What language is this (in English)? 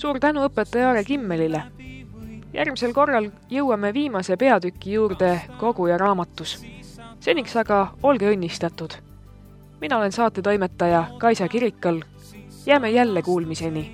Estonian